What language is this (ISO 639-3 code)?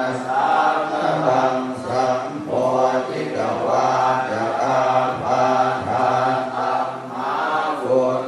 pli